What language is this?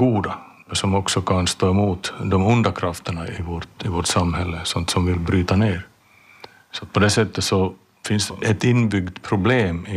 Swedish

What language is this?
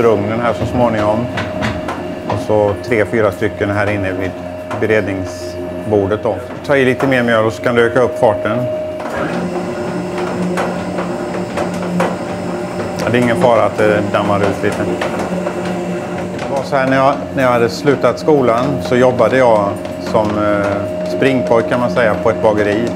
Swedish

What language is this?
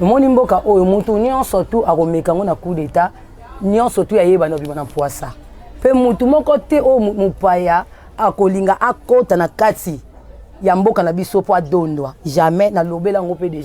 Lingala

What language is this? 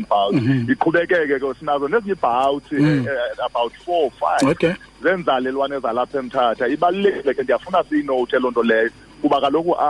Xhosa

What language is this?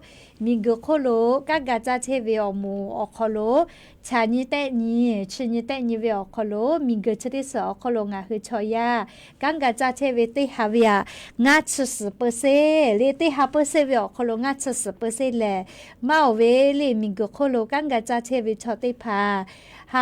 Lahu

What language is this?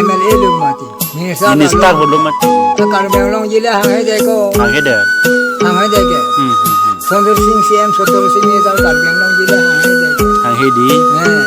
Karbi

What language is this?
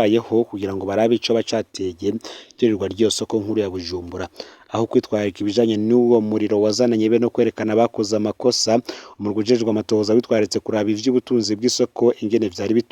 Rundi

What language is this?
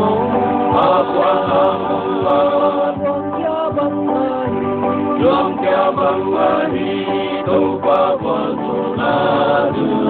Paite Chin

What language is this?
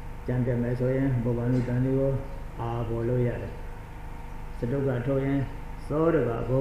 Burmese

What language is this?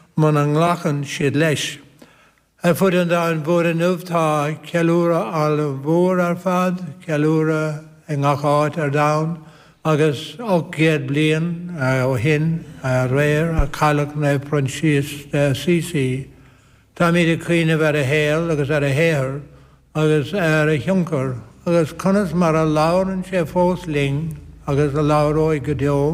Irish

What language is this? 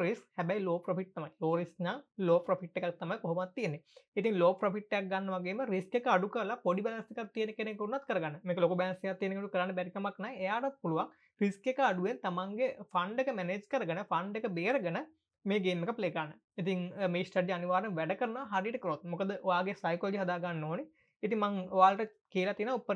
Sinhala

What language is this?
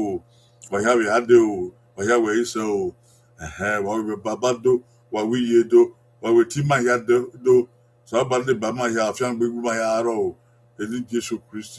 Bini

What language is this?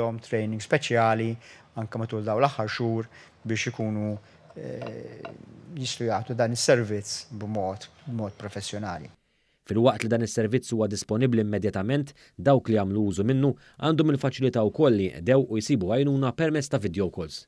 Maltese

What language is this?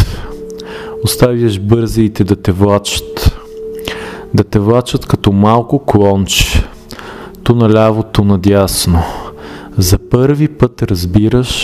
Bulgarian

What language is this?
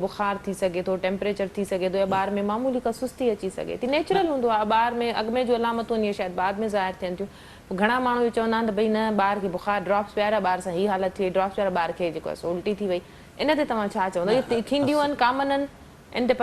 Sindhi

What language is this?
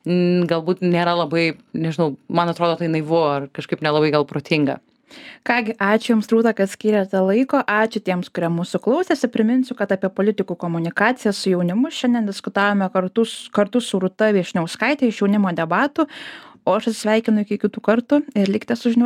Lithuanian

